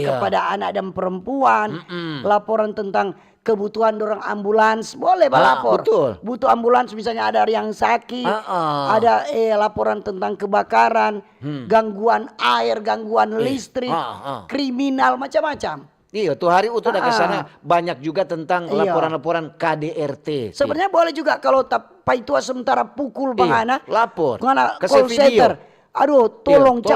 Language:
Manado Malay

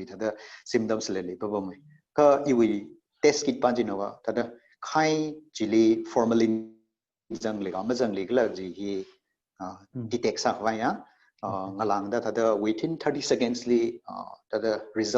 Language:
Tangkhul Naga (India)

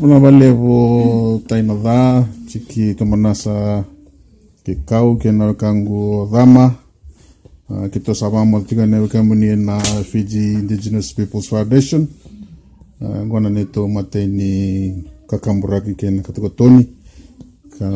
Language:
Fijian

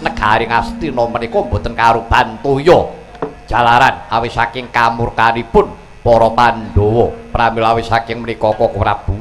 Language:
Javanese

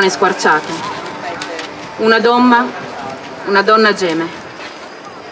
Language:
Italian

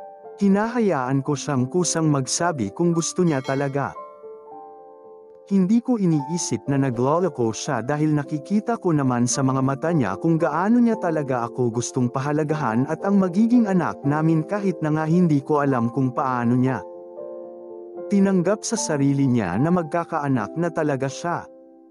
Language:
Filipino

